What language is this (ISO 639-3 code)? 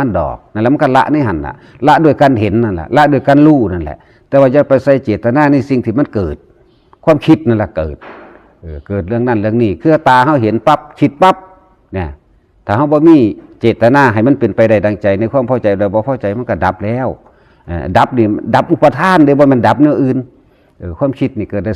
tts